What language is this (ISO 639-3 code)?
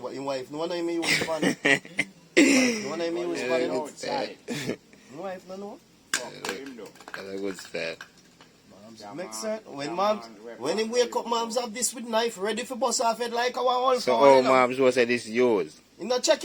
jam